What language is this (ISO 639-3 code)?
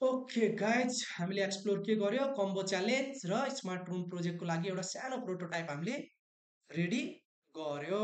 nep